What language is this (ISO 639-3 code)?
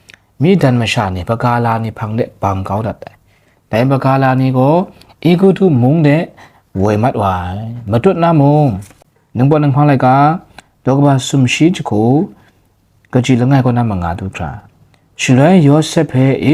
kac